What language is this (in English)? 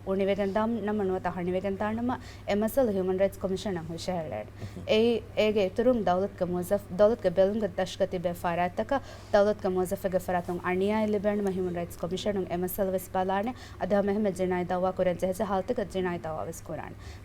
Divehi